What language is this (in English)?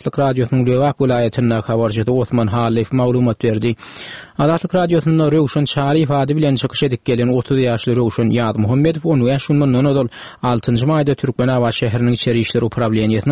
Turkmen